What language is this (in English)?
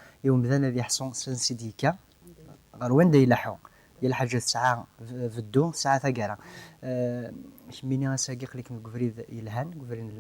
Kabyle